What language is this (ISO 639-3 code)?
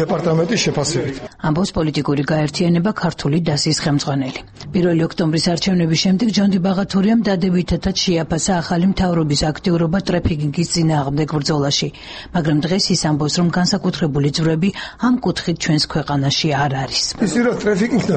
kat